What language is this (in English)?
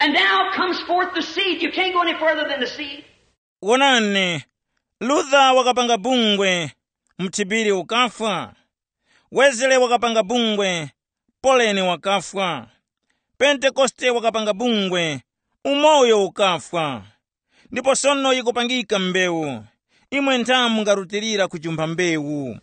Tumbuka